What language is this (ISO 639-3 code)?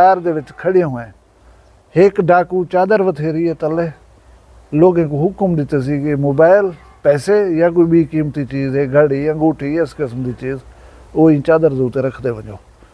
skr